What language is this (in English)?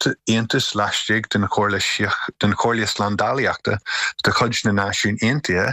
Irish